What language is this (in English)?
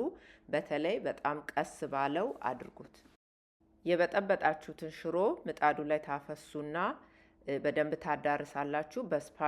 Amharic